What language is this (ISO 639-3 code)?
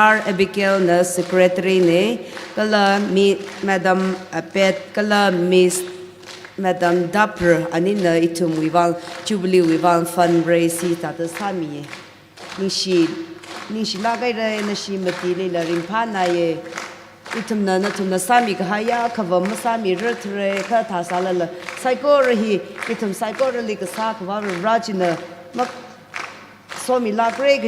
nmf